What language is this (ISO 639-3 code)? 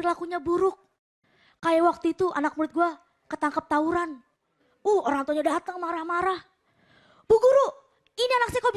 ind